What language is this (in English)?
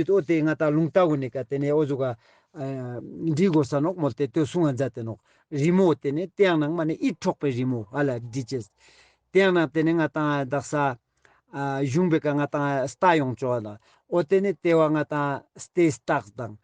Ladakhi